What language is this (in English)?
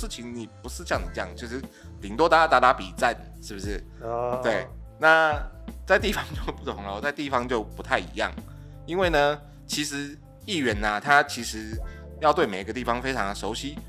Chinese